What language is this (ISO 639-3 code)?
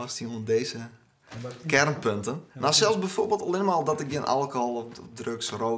fry